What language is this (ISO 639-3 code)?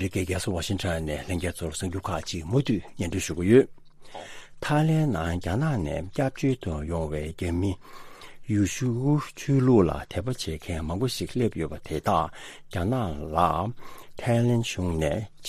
bod